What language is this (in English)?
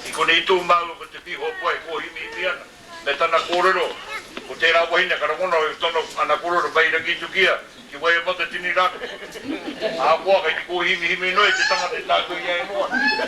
Māori